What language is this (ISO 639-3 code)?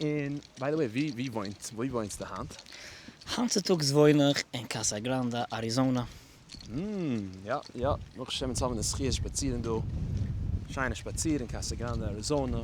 yid